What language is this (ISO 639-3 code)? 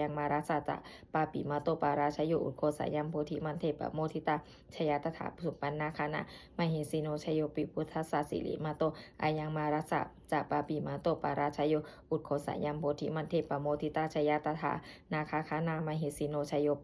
pli